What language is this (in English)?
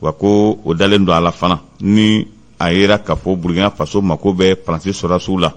Bambara